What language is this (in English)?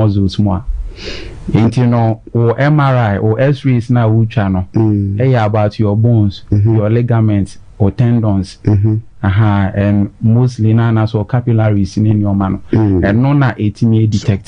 Akan